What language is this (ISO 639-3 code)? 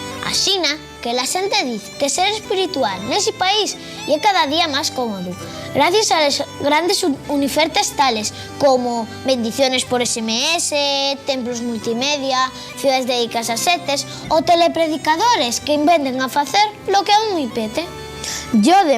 ast